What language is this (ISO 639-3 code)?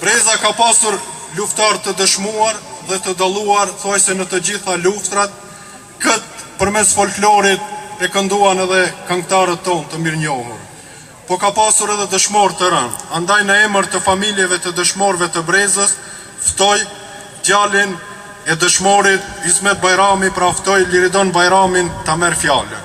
sqi